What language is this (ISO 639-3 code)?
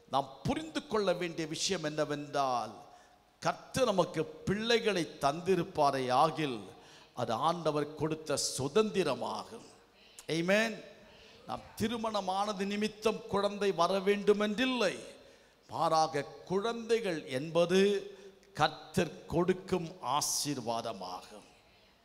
tam